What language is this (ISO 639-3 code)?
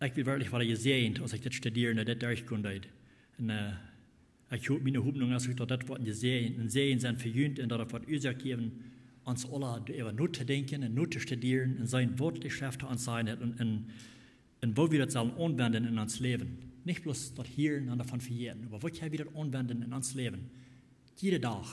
pdt